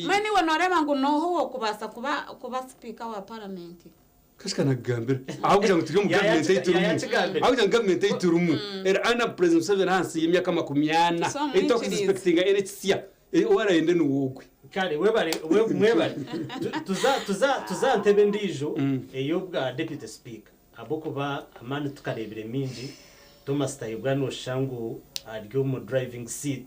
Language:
Nyankole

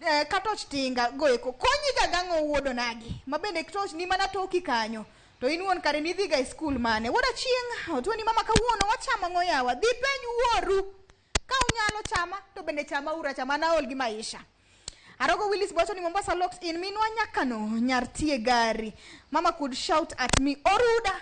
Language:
Luo (Kenya and Tanzania)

